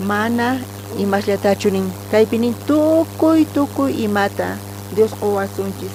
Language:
South Bolivian Quechua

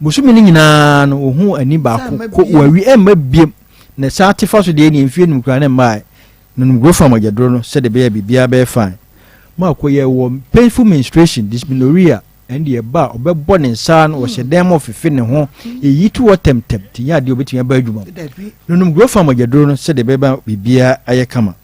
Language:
Akan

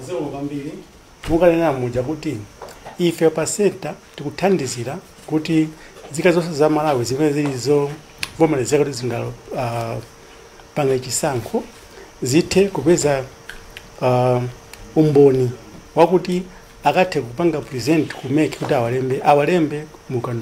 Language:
Nyanja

